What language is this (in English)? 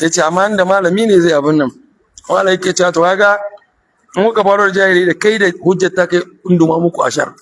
Hausa